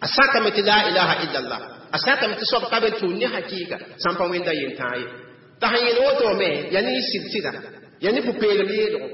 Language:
Mossi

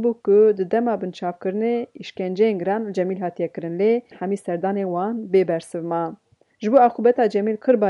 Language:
Kurdish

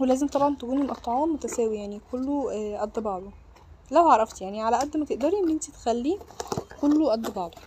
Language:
Egyptian Arabic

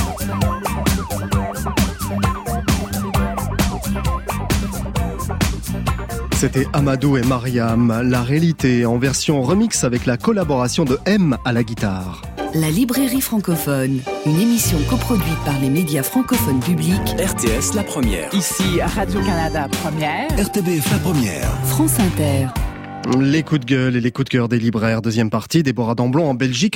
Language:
French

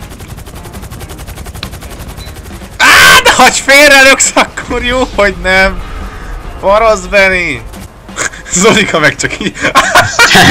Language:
Hungarian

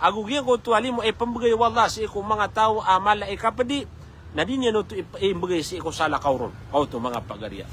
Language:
Maranao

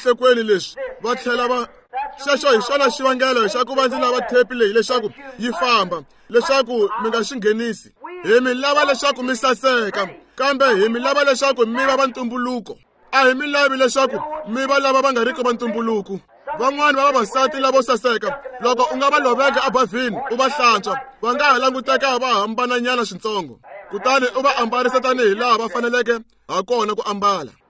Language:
Tsonga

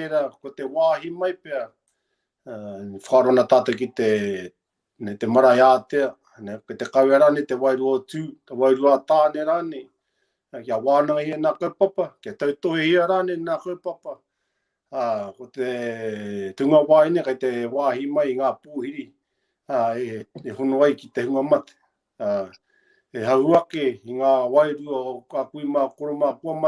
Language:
Māori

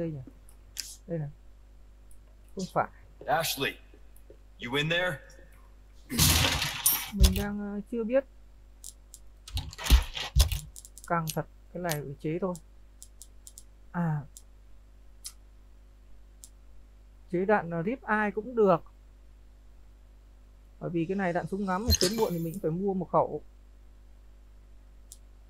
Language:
Vietnamese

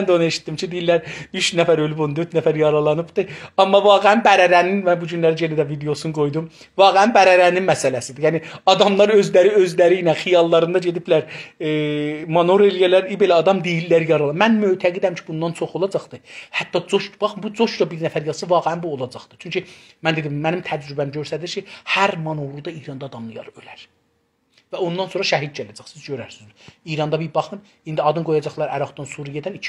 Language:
South Azerbaijani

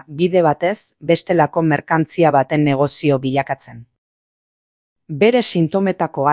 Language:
Basque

